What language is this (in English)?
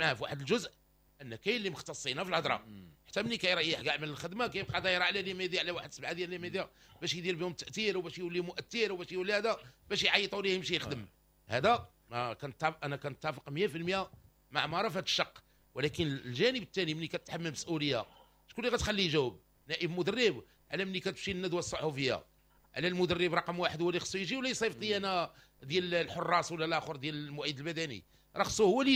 Moroccan Arabic